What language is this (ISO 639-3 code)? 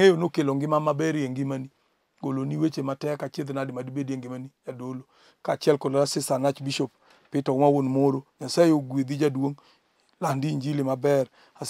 luo